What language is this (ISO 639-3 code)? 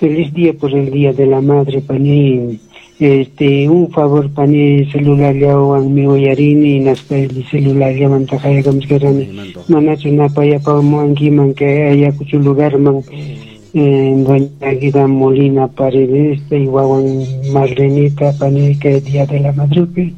que